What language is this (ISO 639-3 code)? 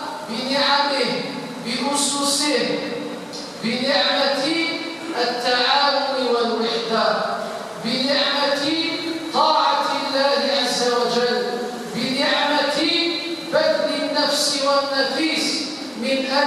arq